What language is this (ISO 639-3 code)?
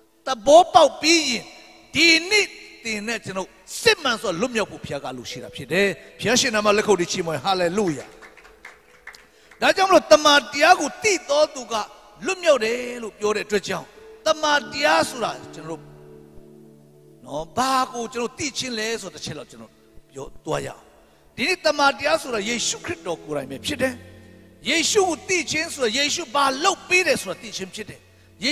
mya